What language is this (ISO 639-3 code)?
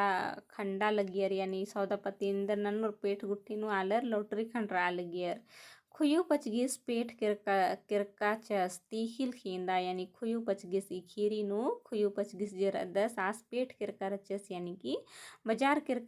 kru